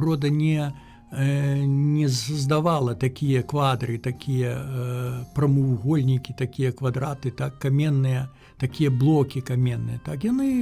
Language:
Belarusian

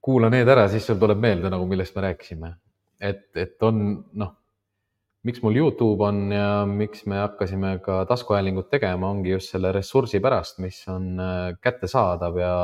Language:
Estonian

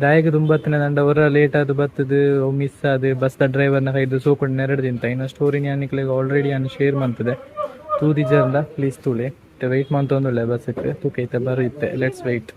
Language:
Tulu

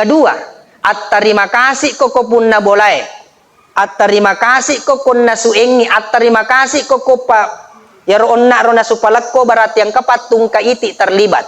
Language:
Buginese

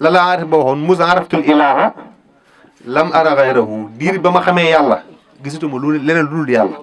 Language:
Wolof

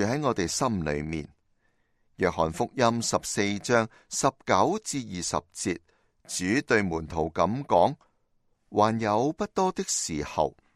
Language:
Cantonese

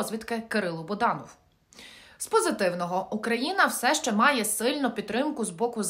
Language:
Ukrainian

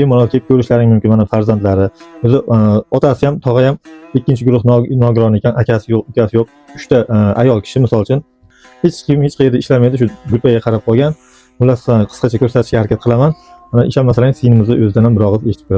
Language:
Uzbek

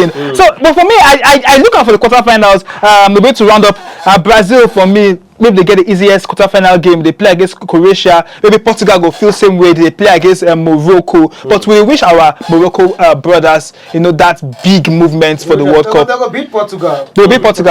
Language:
Nigerian Pidgin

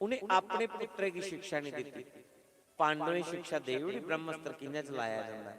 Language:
Dogri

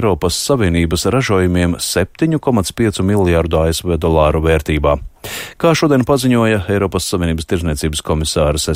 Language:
Latvian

